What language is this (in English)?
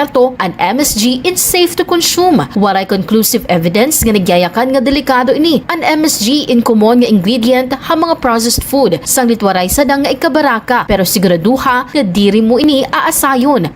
Waray